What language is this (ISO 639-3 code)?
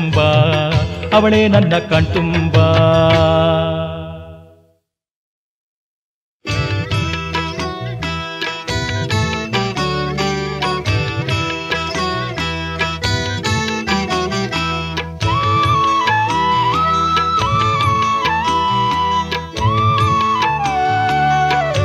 kan